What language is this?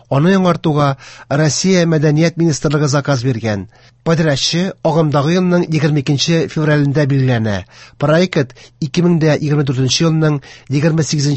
Tatar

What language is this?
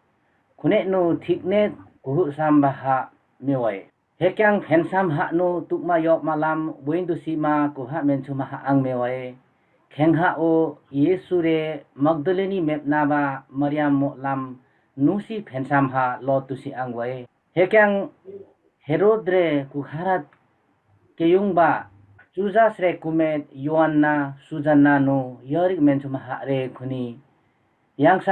Limbu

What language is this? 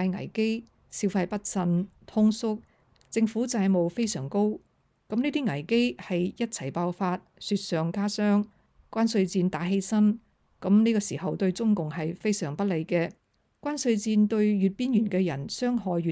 Cantonese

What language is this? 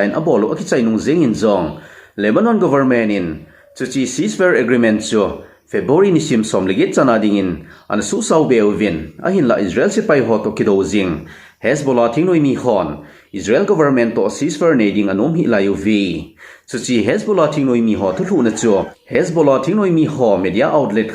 Thado Chin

